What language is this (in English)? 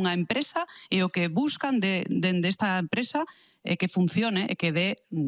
Galician